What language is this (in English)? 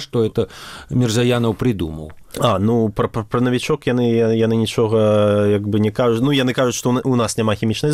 Belarusian